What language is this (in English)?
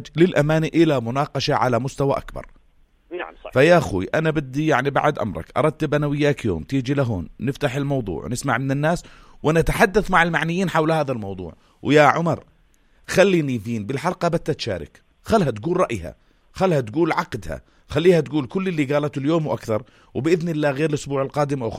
North Levantine Arabic